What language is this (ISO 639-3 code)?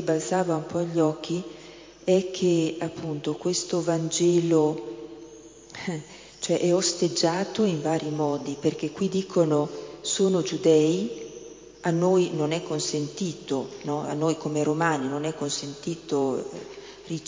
ita